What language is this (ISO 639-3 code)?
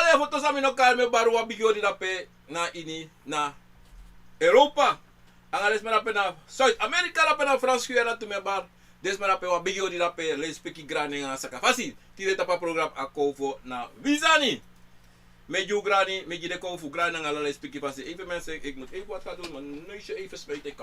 srn